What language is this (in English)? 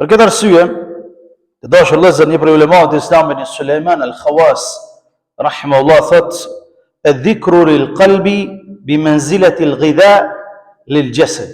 Albanian